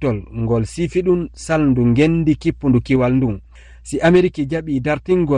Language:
Fula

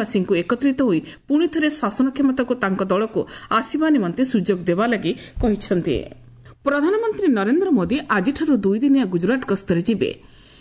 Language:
Odia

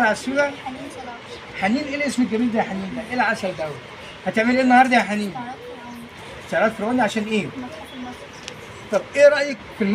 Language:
Egyptian Arabic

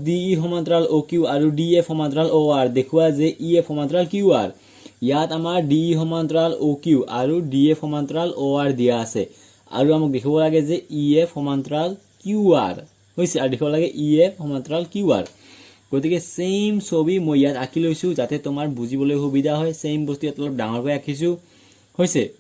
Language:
Assamese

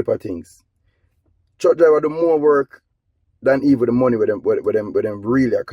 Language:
Jamaican Creole English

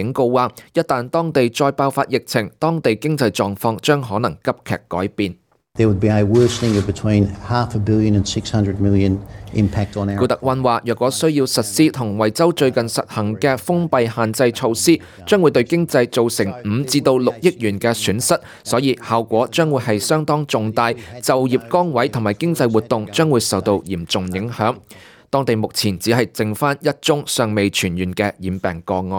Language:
Cantonese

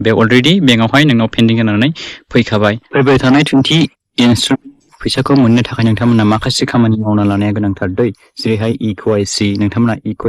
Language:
Bodo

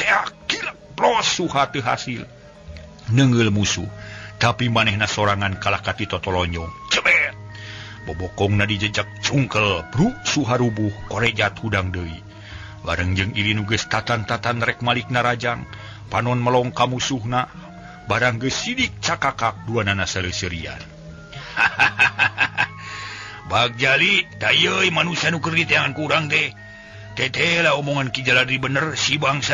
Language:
Sundanese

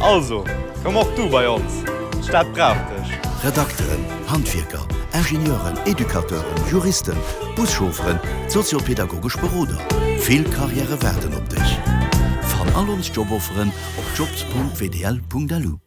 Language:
Luxembourgish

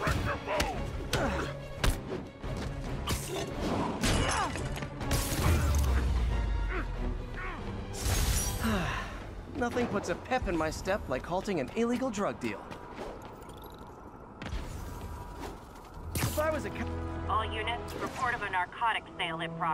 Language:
English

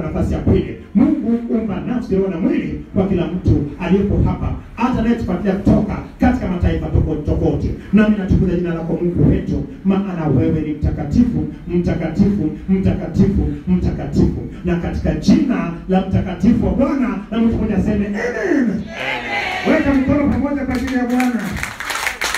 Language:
Swahili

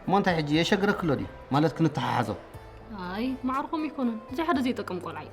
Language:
Tigrinya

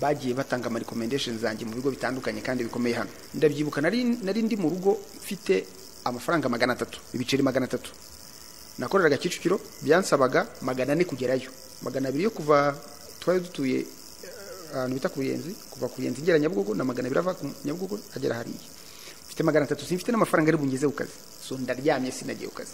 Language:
Kinyarwanda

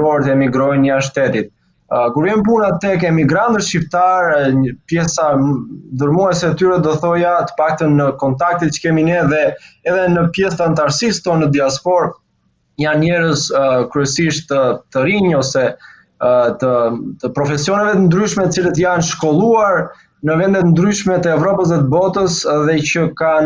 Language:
Albanian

